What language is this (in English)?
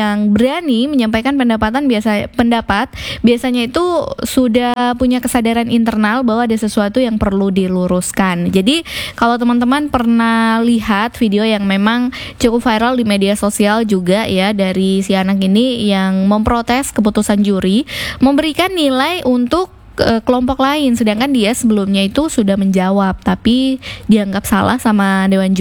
Indonesian